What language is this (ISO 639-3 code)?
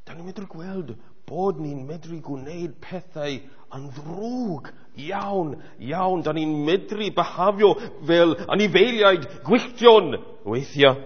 cym